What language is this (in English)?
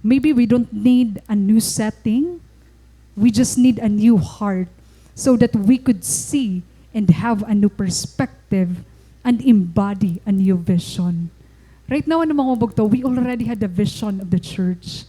Waray